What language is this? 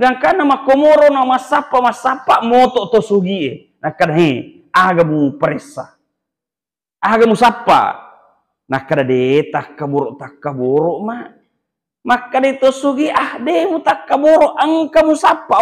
Buginese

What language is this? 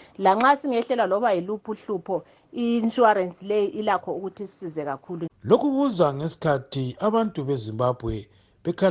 North Ndebele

